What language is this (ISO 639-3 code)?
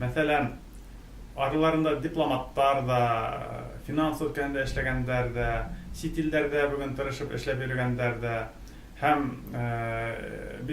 bak